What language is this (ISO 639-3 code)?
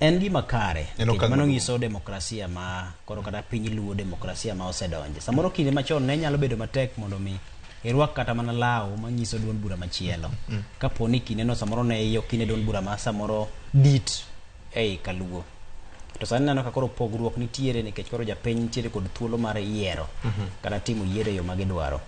luo